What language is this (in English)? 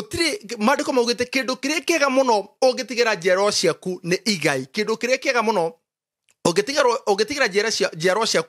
Kikuyu